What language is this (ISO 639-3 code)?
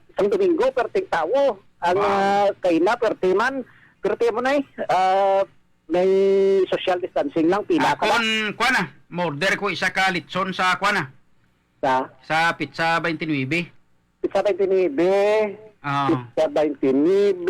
hil